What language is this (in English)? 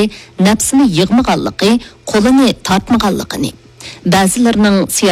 Uyghur